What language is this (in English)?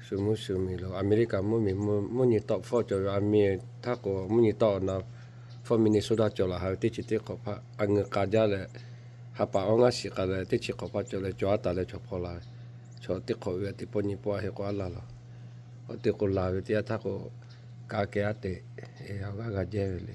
Lahu